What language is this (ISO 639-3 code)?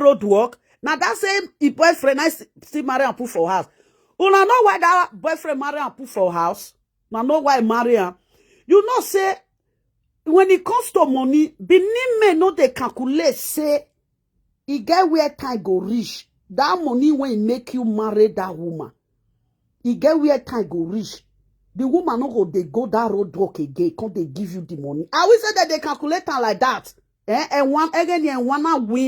pcm